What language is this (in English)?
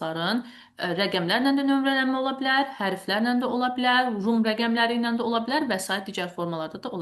Azerbaijani